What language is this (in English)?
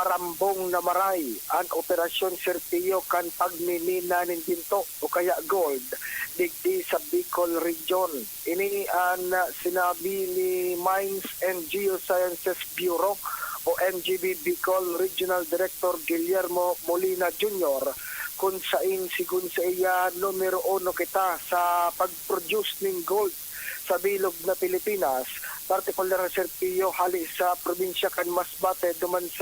Bikol